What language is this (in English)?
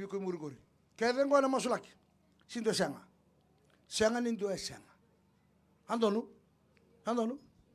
Fijian